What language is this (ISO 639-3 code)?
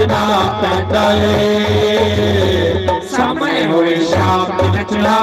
doi